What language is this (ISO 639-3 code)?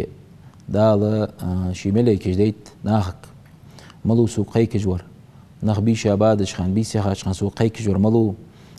inh